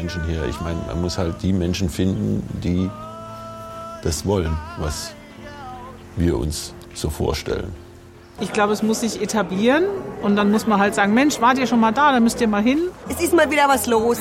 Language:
German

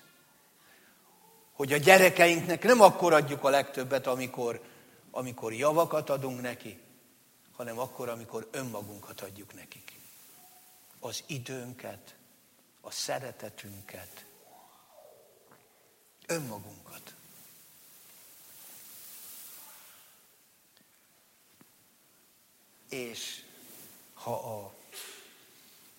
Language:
Hungarian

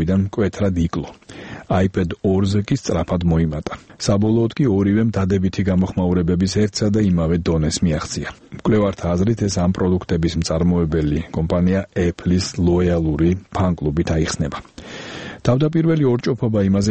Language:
Georgian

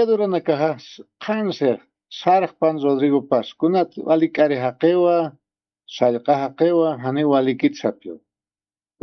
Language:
Aymara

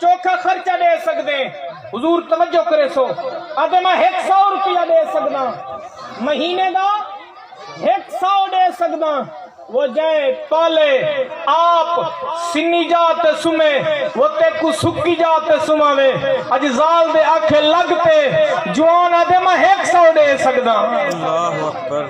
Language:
Saraiki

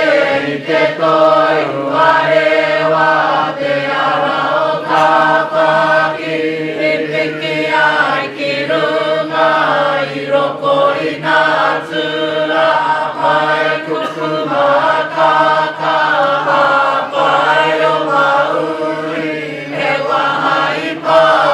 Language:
Māori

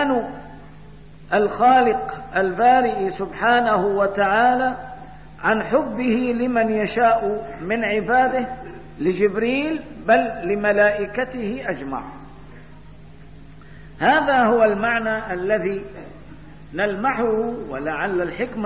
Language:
Arabic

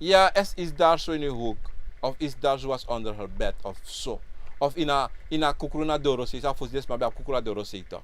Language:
Sranan Tongo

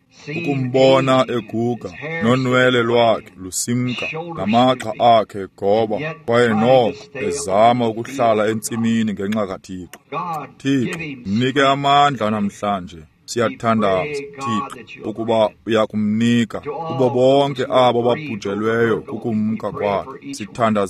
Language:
Xhosa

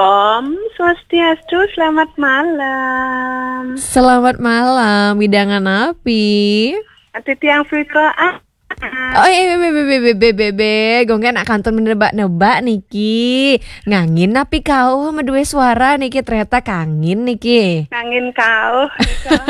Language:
Balinese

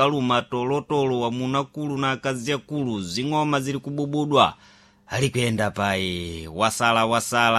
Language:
Sena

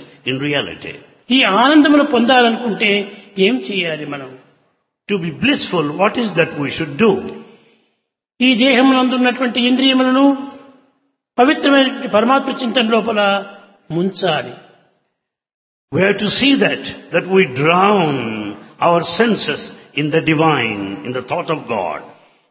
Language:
Telugu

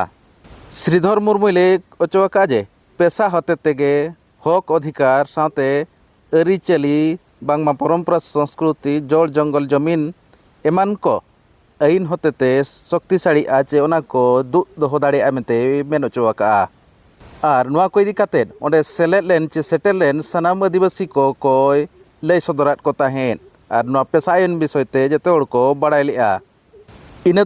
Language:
Santali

